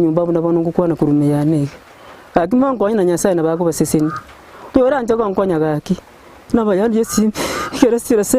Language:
Gusii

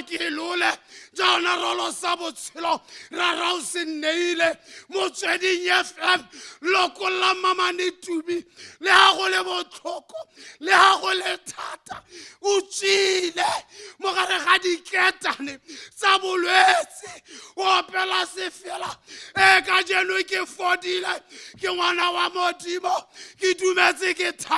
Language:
Tswana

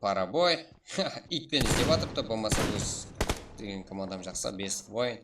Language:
Kara-Kalpak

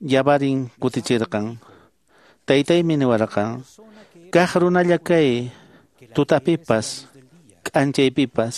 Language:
Quechua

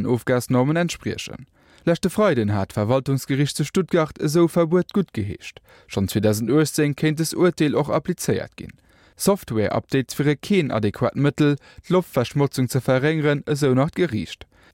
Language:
Luxembourgish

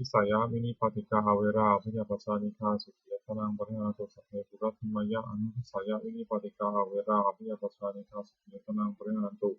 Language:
Pali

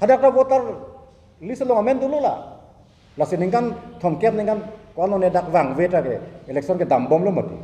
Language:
Karbi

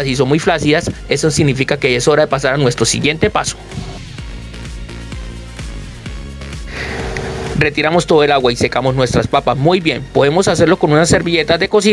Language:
Spanish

